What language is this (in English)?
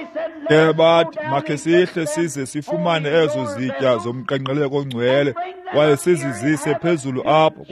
Xhosa